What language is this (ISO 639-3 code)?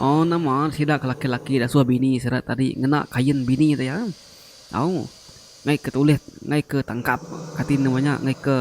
iba